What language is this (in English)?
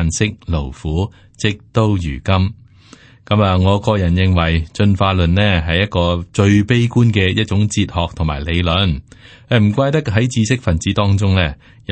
Cantonese